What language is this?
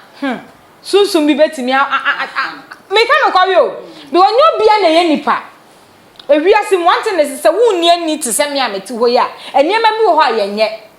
Akan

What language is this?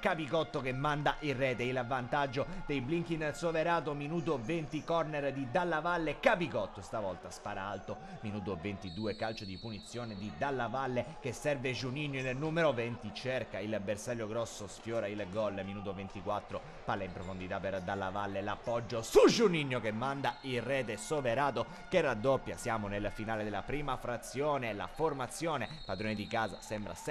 Italian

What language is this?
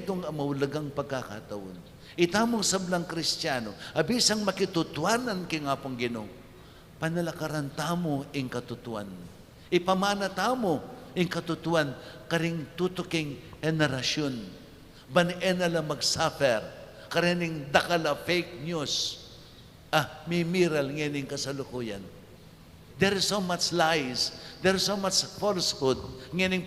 Pampanga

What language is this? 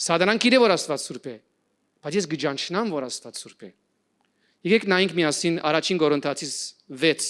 Western Armenian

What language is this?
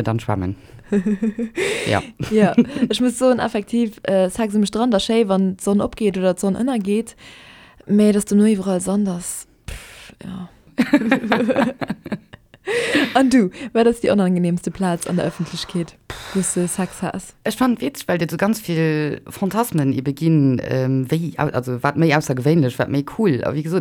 Luxembourgish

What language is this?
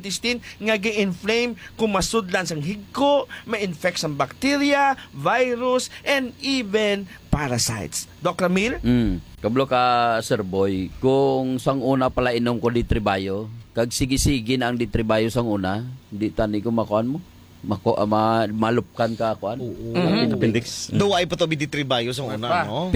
Hiligaynon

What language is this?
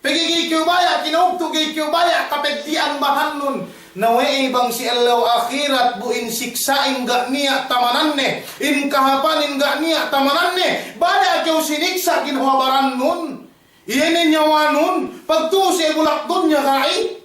Yakan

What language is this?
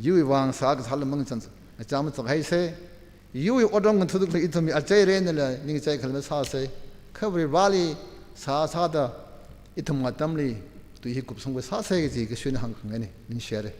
Tangkhul Naga (India)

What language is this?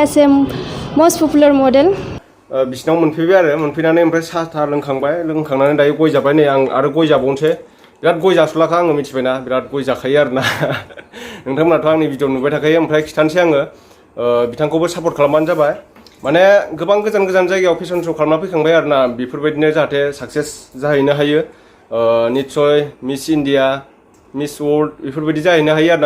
Bodo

